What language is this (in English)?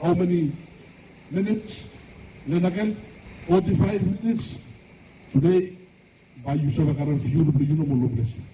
Bislama